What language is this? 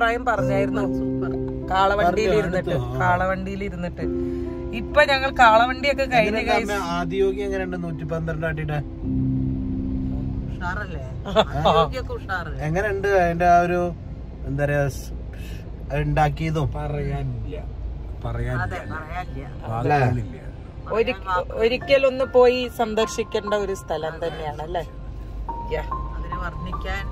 Malayalam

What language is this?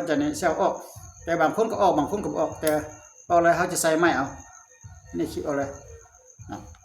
Lao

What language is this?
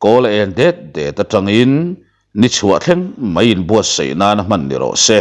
Mizo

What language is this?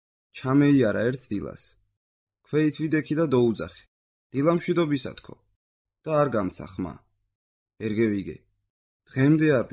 Georgian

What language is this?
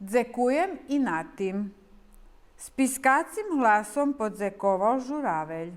Rusyn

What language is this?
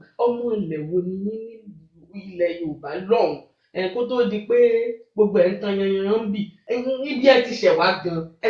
Yoruba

